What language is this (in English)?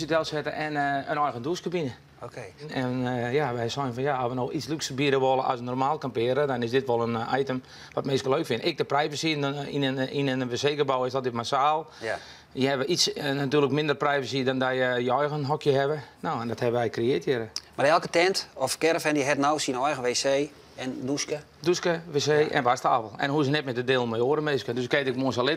Western Frisian